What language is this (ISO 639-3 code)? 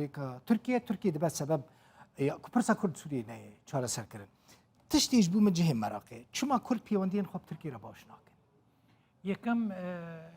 kur